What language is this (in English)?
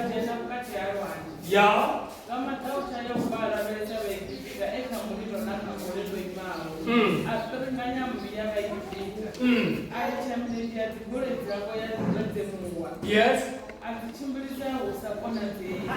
Venda